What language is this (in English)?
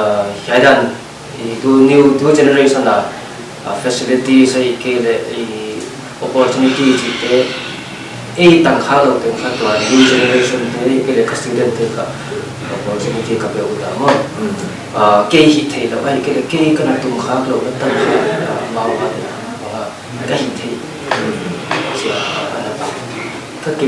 Paite Chin